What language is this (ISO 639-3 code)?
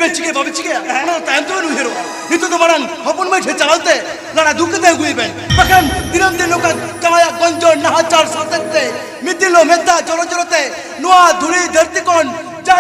sat